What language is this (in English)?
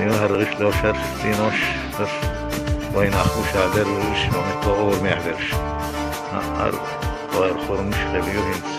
Chechen